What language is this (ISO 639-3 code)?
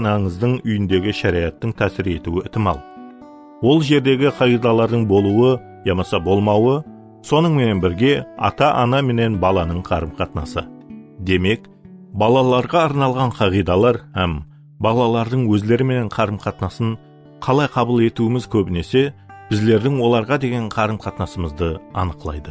kaa